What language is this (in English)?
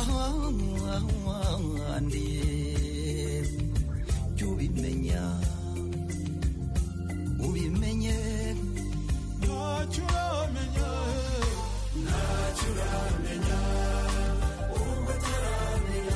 Kinyarwanda